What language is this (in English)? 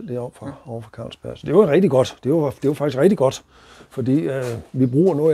Danish